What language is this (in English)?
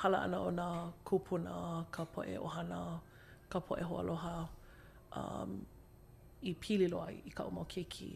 Hawaiian